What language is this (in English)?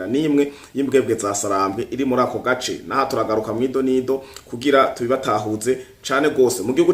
Rundi